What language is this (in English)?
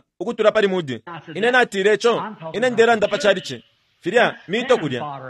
Bemba